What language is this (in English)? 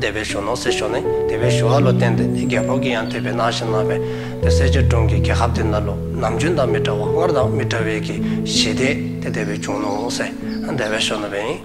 Dzongkha